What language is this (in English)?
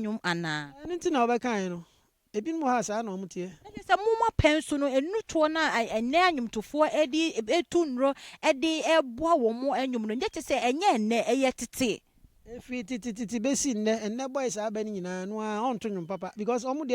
Akan